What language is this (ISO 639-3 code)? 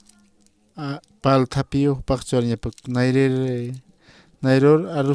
aym